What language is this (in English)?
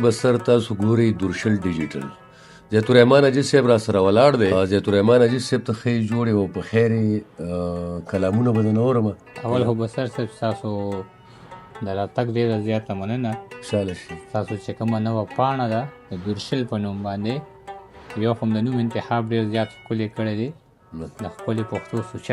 Pashto